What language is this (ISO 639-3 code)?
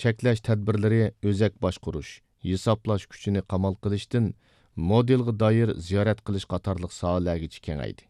uig